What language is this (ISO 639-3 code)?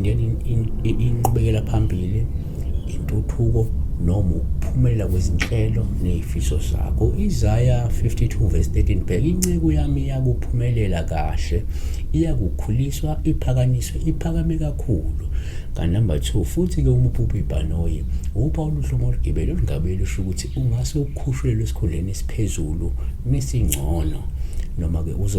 zul